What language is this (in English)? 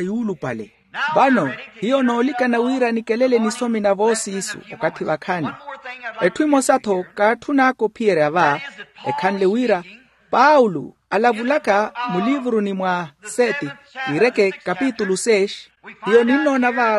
Makhuwa